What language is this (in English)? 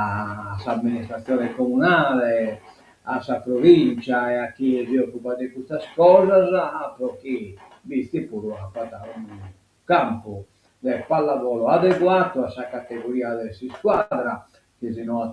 Sardinian